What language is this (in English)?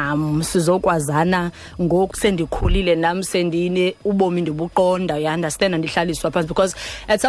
Xhosa